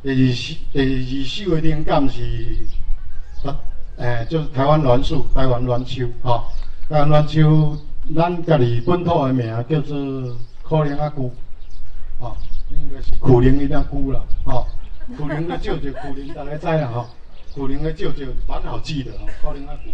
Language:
Min Nan Chinese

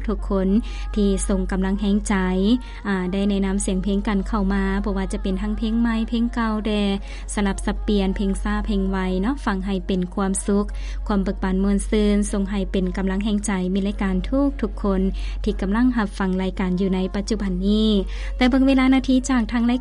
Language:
Lao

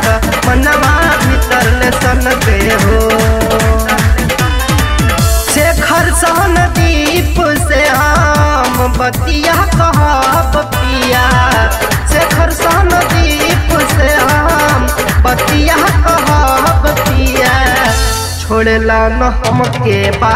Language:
Bhojpuri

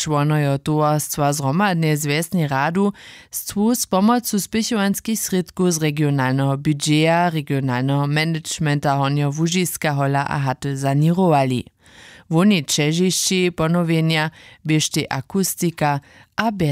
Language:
Upper Sorbian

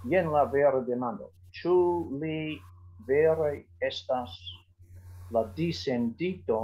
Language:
Esperanto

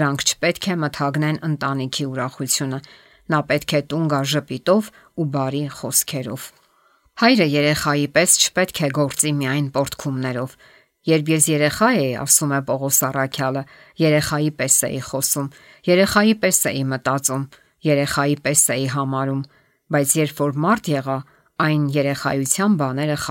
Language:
Armenian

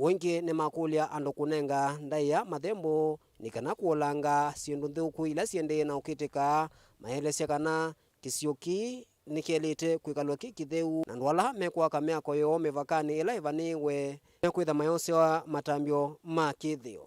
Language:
Kamba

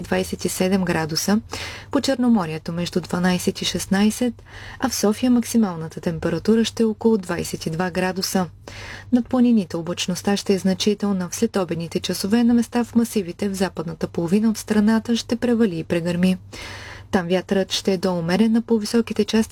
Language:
Bulgarian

